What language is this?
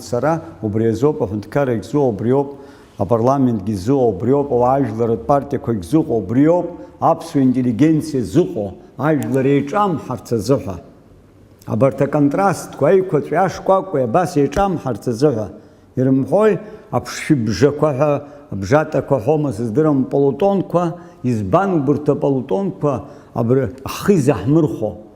Abkhazian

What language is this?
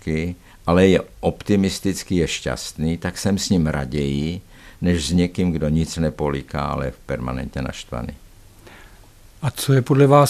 Czech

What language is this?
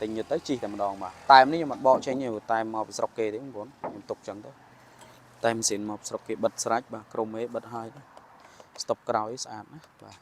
Khmer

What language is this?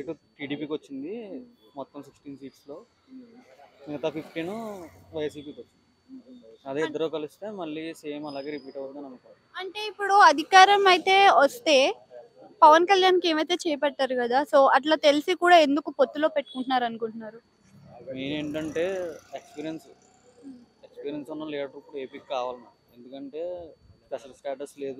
Telugu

